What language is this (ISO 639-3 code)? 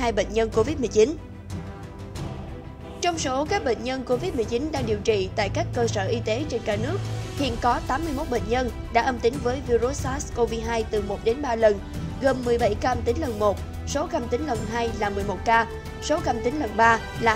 vie